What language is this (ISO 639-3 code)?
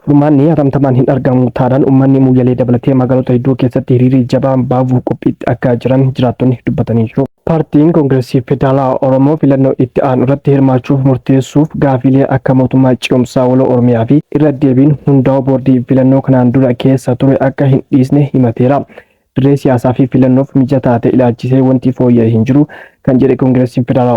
orm